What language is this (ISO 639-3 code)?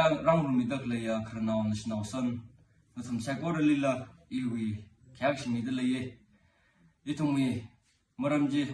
nmf